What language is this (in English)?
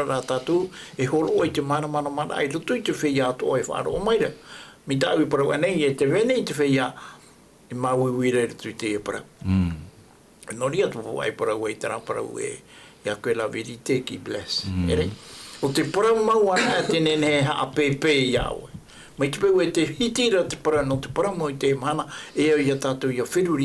Tahitian